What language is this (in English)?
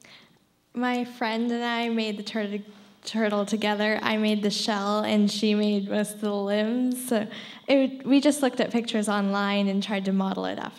English